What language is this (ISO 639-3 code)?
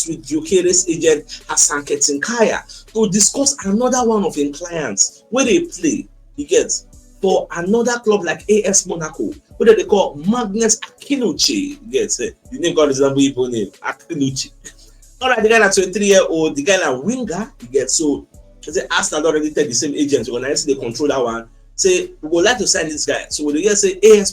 pcm